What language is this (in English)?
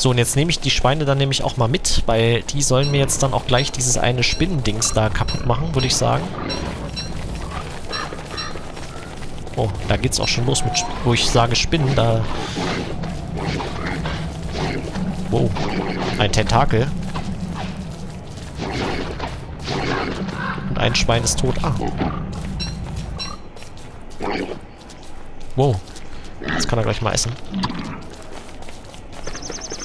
German